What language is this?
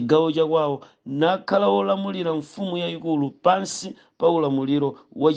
Nyanja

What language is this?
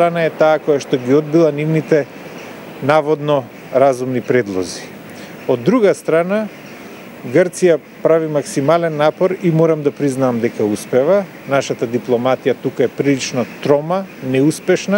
Macedonian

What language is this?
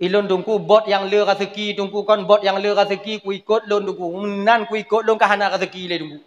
Achinese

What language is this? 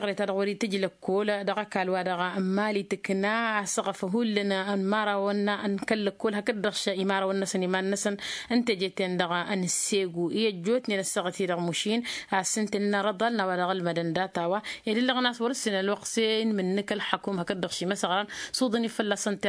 Tamasheq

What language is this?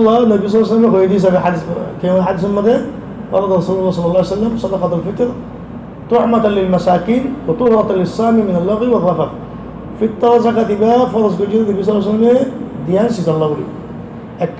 Rohingya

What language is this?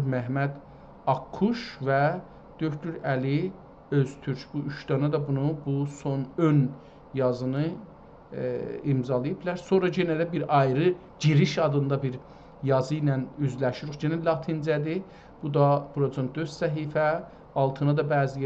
South Azerbaijani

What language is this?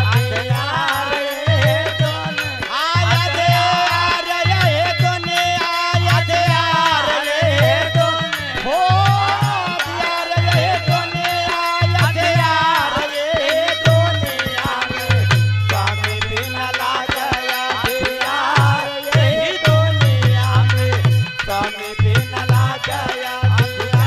Bhojpuri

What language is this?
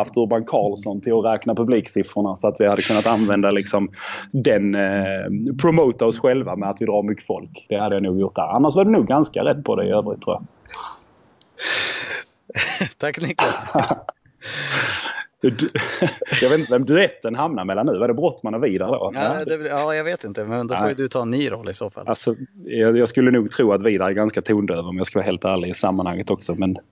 Swedish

